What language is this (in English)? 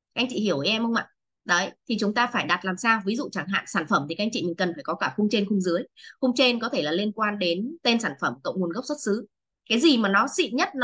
Vietnamese